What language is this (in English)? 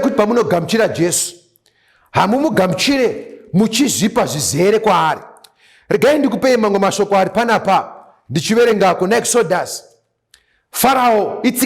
Shona